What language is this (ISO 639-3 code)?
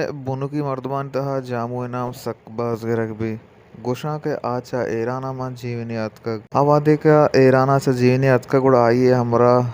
bal